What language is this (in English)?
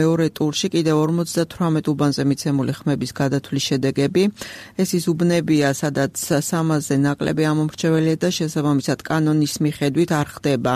Georgian